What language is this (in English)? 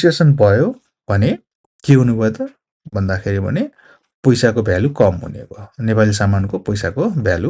Nepali